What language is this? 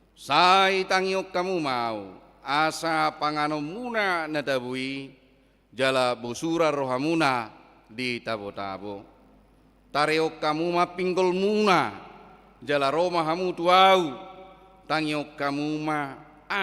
Batak Toba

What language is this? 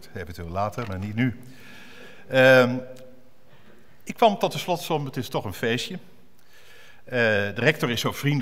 Dutch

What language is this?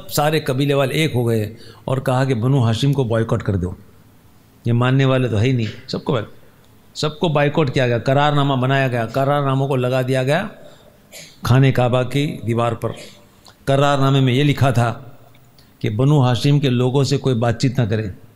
Urdu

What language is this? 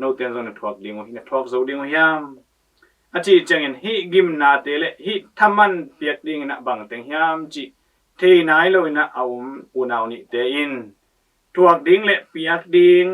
Tedim Chin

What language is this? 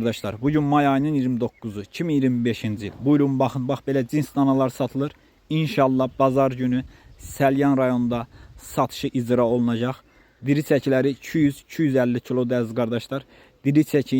Azerbaijani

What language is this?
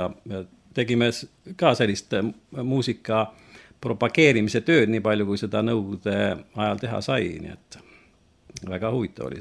Estonian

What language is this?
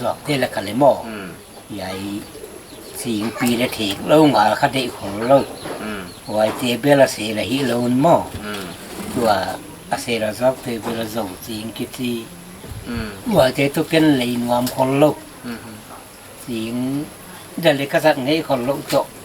Paite Chin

